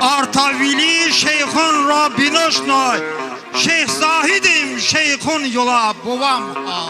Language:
Talysh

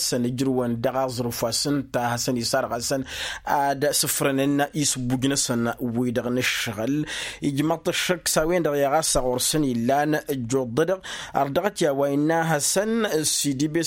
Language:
Tamasheq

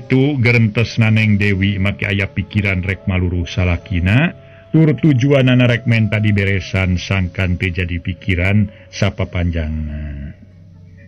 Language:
Sundanese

